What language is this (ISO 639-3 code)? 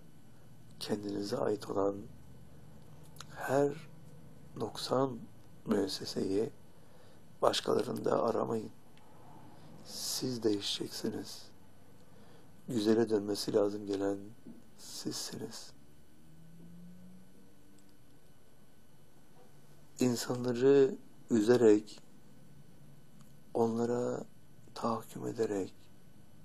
tur